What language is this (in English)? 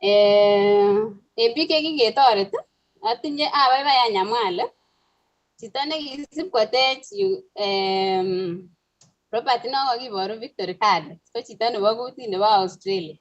Kalenjin